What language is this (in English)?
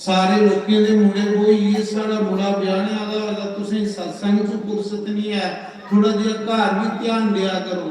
Dogri